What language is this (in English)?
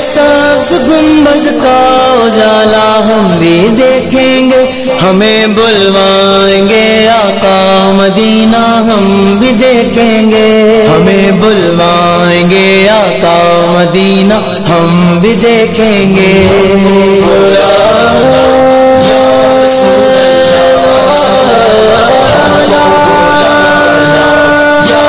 Urdu